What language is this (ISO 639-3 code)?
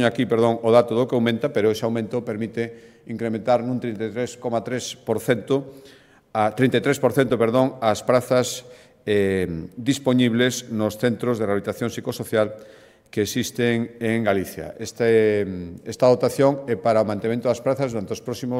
glg